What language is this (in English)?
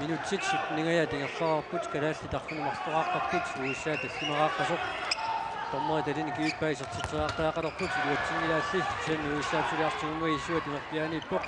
Kalaallisut